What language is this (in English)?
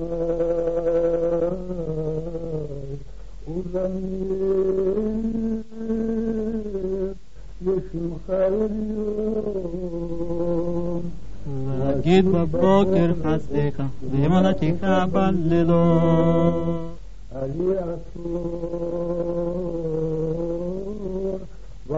Hebrew